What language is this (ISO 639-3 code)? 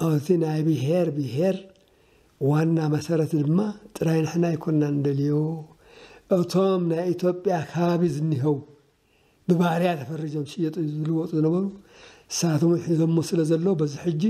tir